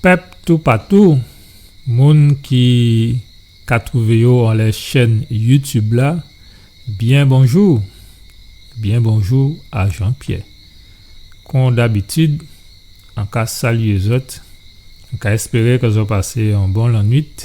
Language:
Guadeloupean Creole French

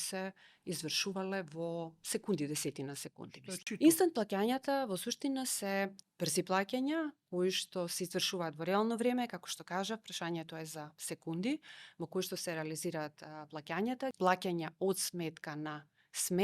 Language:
Macedonian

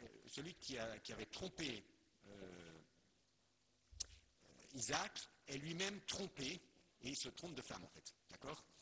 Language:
French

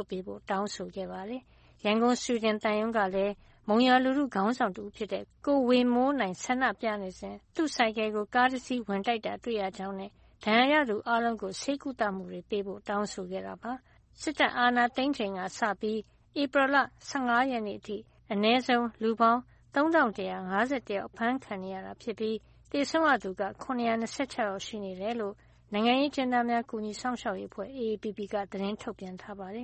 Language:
Burmese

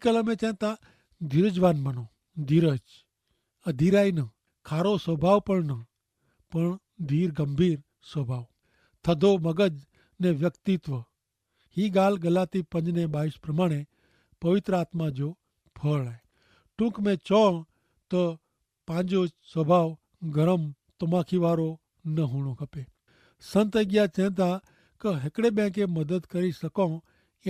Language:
Kachhi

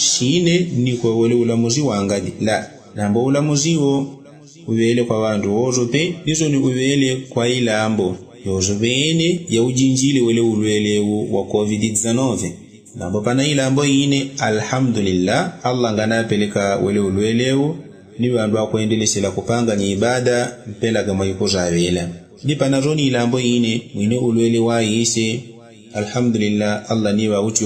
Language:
Yao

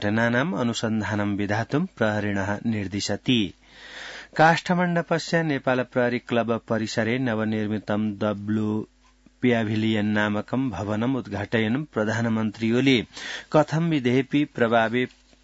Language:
Sanskrit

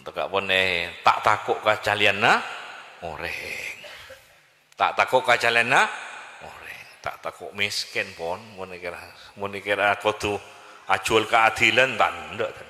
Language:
Madurese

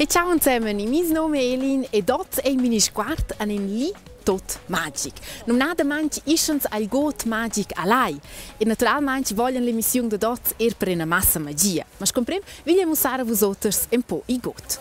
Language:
Romansh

